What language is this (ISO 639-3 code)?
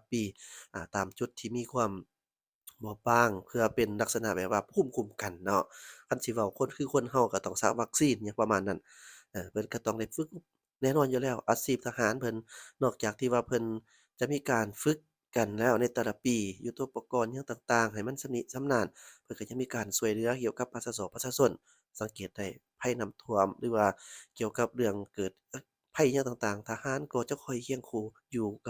lao